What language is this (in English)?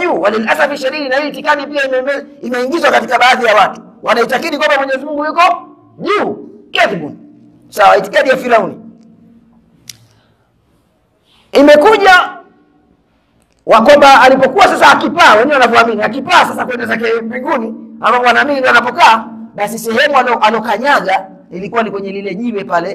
Swahili